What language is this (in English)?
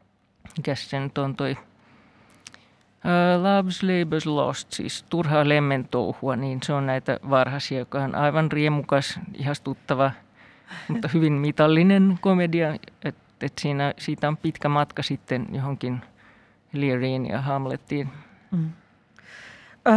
Finnish